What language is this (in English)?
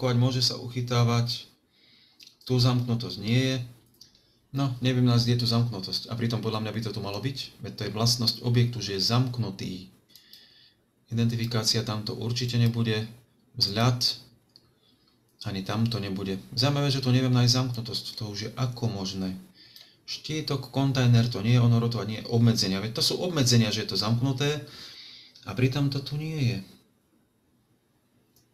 Slovak